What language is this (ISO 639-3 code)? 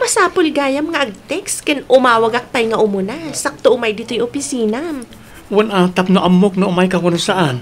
ilo